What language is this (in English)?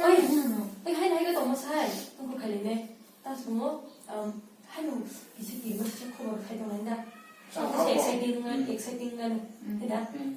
Kok Borok